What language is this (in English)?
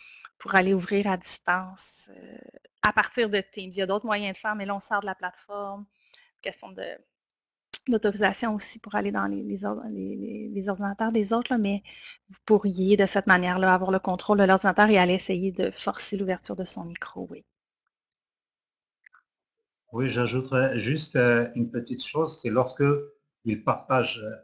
French